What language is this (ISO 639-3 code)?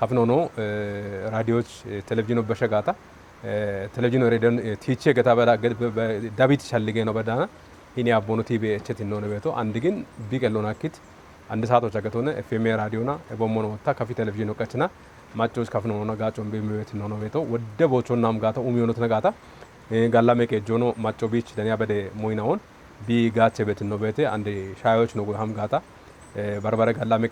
kbr